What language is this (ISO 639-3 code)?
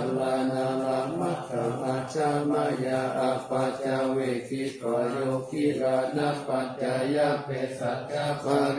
pli